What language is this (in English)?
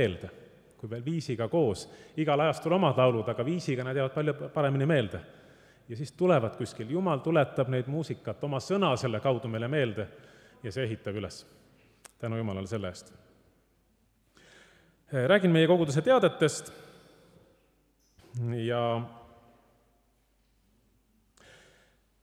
Estonian